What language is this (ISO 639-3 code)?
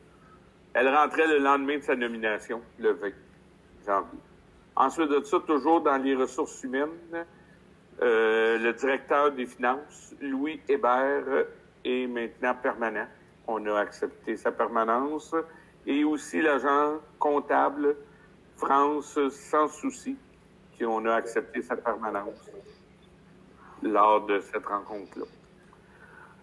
fra